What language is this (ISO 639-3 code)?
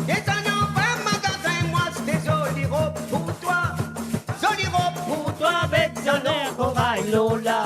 mfe